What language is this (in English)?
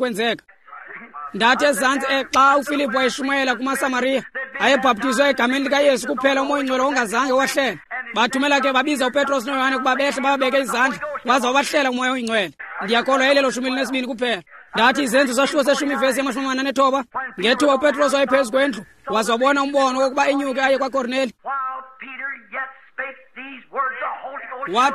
Xhosa